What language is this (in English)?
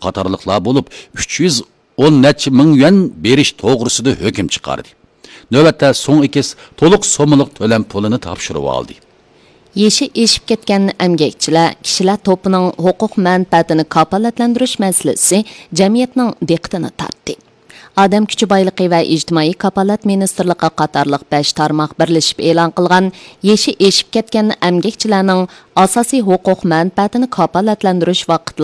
Uyghur